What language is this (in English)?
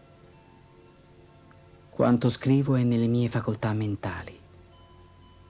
Italian